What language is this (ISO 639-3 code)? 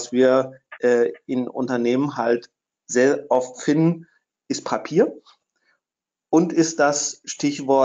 deu